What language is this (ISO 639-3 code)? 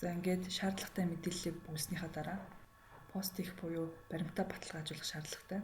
mon